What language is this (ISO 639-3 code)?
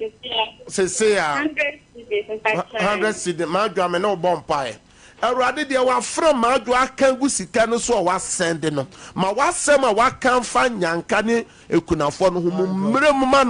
aka